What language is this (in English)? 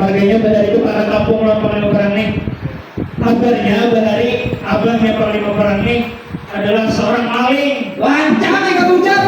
Banjar